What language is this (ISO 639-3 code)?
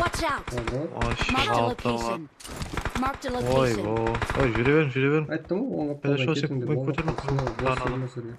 kaa